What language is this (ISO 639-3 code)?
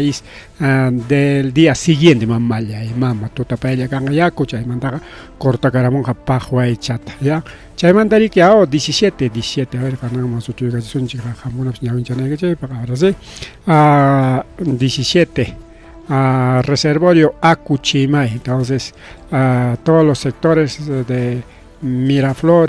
quy